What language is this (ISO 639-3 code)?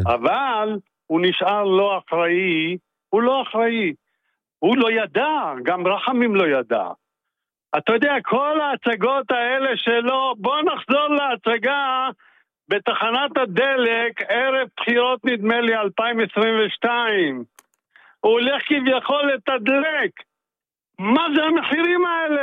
heb